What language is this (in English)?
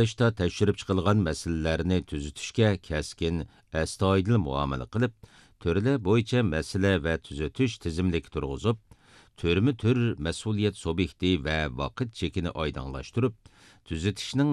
Uyghur